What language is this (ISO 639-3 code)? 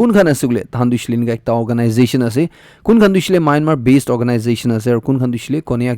nag